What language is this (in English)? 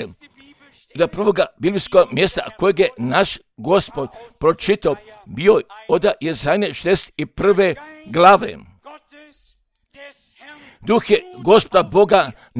Croatian